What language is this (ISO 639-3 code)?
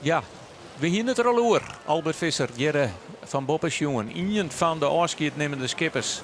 fry